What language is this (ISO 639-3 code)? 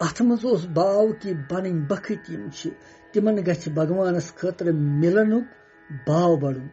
kas